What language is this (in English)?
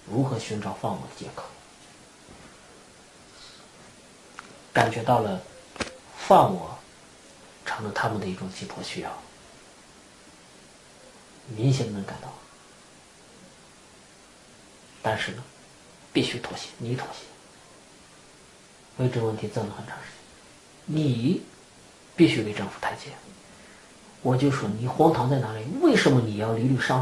Chinese